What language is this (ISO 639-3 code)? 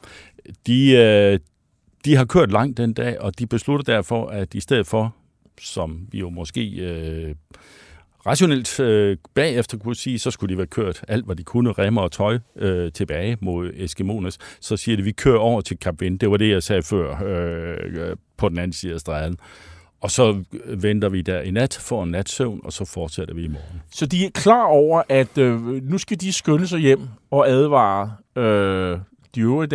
dan